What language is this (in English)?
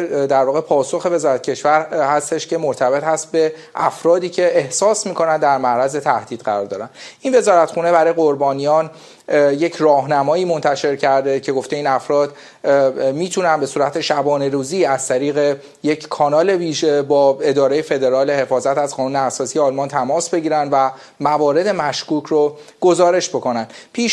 Persian